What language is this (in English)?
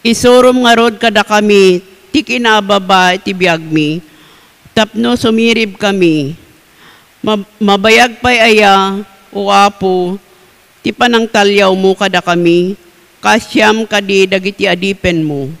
Iloko